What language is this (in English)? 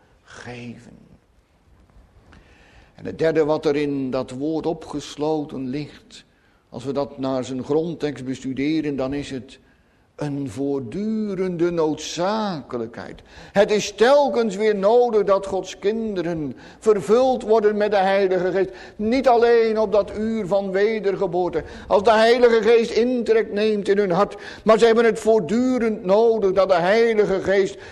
Dutch